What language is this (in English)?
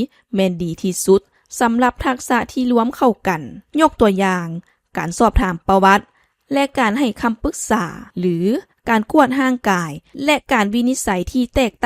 Lao